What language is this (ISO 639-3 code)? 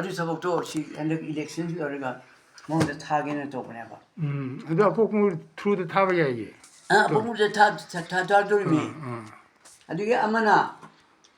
mni